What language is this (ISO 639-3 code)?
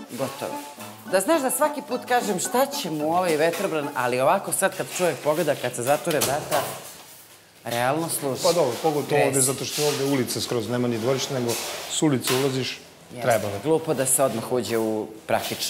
srp